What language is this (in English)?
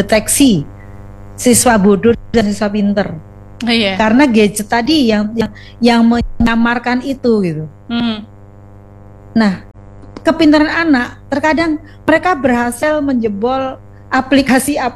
Indonesian